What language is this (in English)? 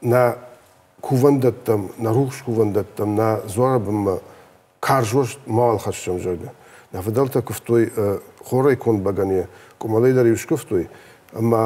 Ossetic